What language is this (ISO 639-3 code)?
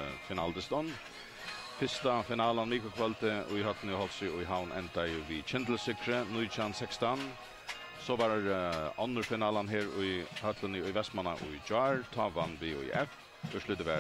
fao